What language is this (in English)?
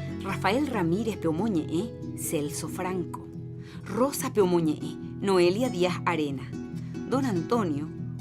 Guarani